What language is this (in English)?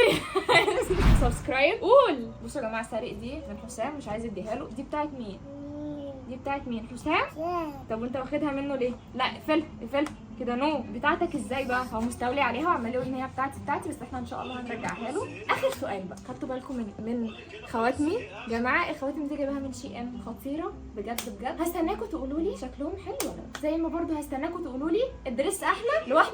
Egyptian Arabic